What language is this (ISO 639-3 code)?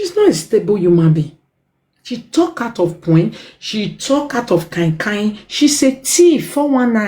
pcm